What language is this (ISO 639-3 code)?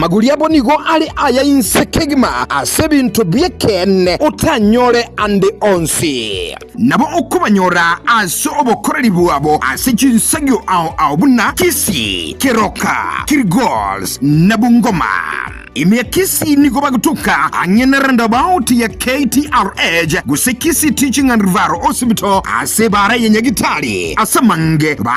guz